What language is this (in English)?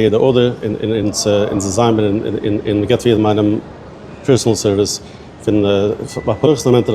Yiddish